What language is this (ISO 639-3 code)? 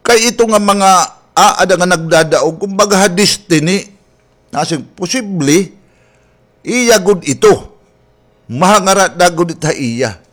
war